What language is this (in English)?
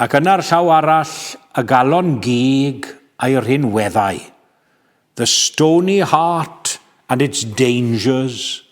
Welsh